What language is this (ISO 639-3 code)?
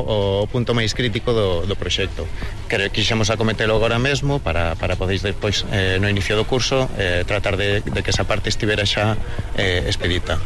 glg